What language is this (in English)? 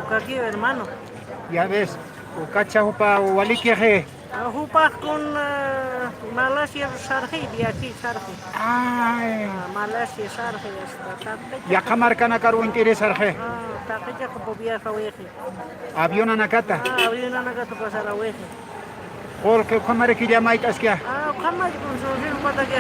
Aymara